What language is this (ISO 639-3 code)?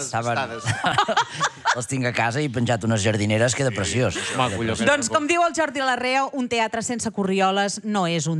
cat